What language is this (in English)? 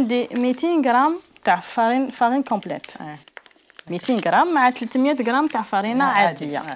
Algerian Arabic